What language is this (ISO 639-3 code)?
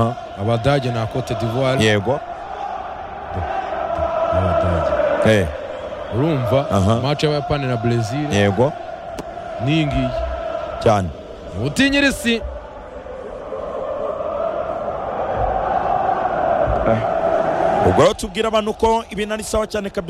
kin